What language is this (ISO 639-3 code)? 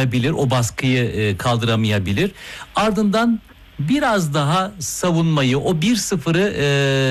tur